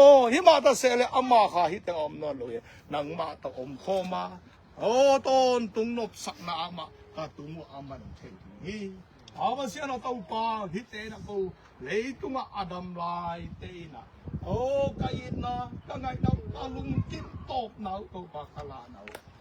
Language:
Tedim Chin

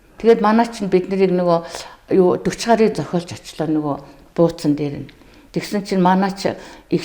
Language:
Mongolian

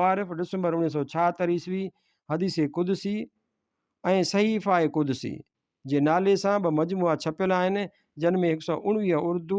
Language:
Sindhi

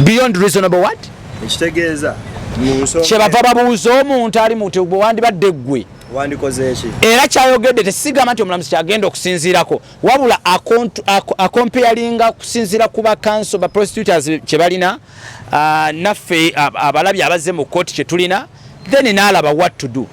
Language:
Ganda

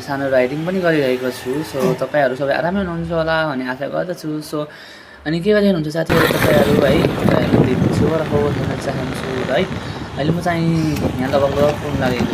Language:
Nepali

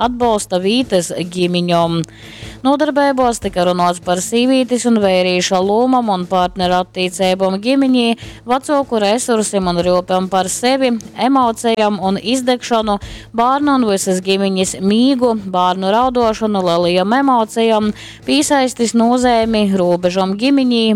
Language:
Latgalian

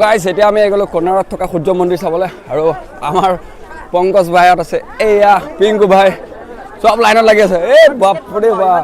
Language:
Assamese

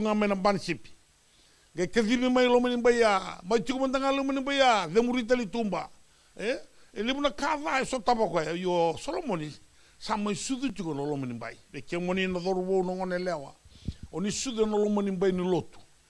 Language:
Fijian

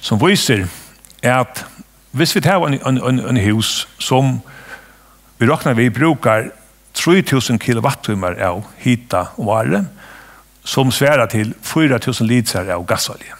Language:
Faroese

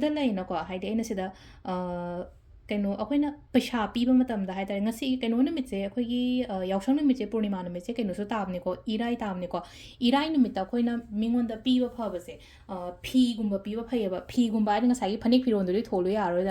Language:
Manipuri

